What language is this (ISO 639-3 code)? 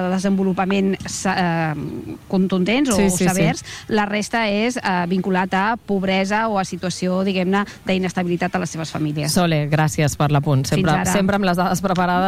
cat